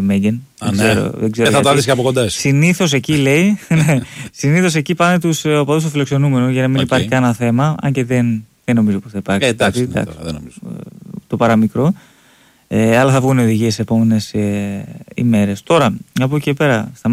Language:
Greek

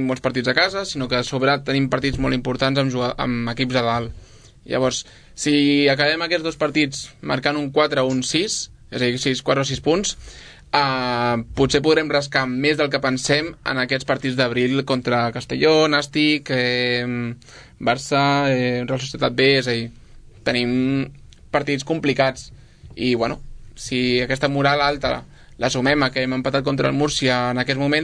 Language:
Catalan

